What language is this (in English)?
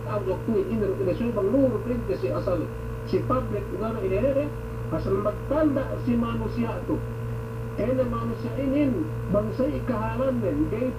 Yakan